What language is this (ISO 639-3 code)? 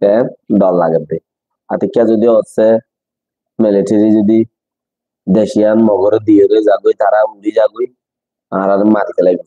rhg